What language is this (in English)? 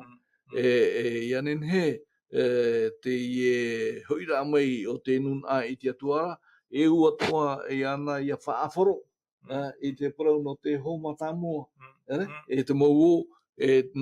Tahitian